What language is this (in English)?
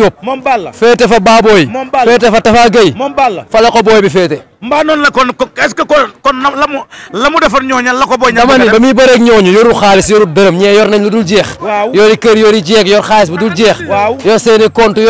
Wolof